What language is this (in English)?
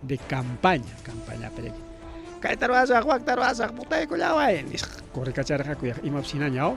Ayacucho Quechua